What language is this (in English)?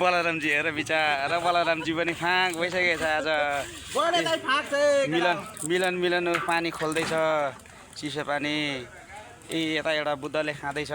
Nepali